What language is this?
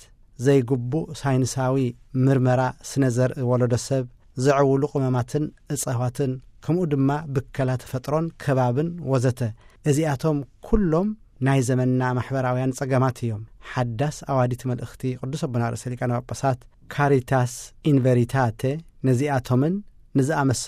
Tigrinya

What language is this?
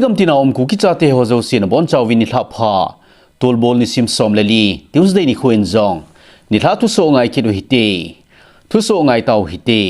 Thado Chin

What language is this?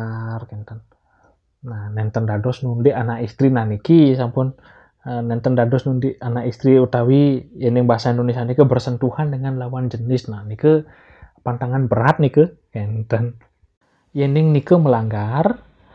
Balinese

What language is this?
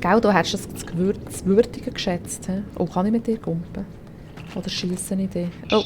Swiss German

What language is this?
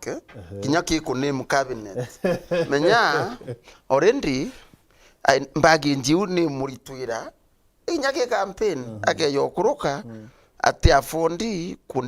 Meru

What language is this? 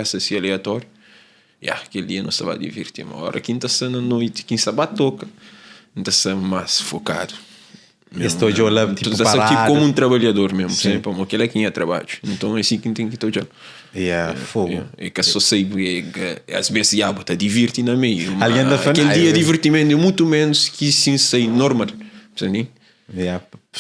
Kabuverdianu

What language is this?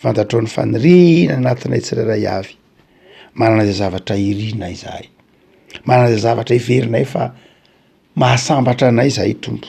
Malagasy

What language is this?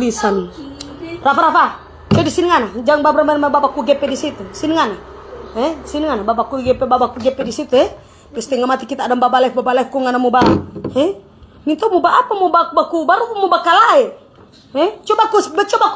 Manado Malay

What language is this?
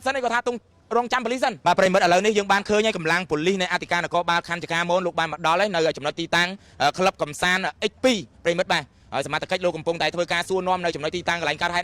Khmer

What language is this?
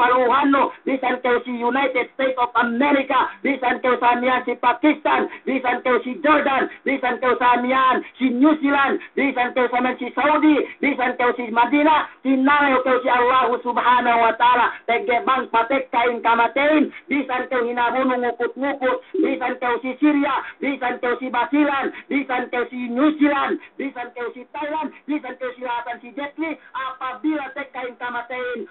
Yakan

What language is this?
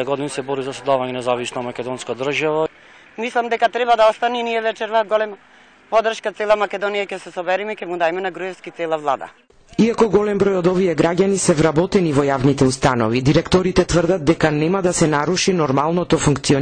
Macedonian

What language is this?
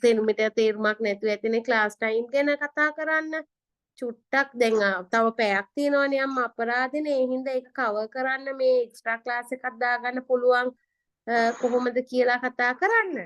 Sinhala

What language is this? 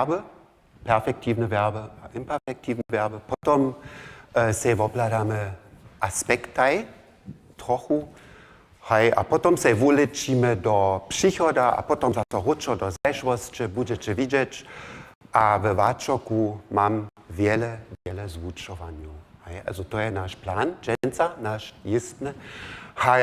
Upper Sorbian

